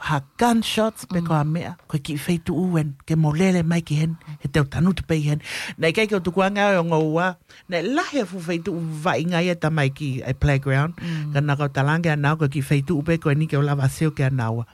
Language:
Tongan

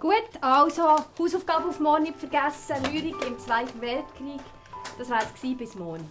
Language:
Swiss German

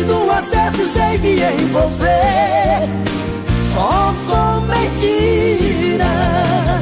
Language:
Portuguese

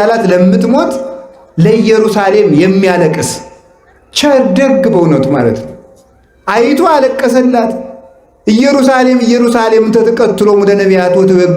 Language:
Amharic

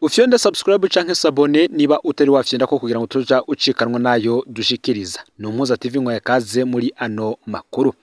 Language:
Rundi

